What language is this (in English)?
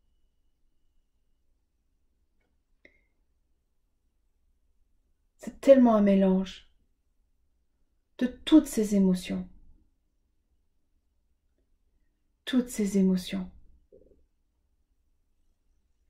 French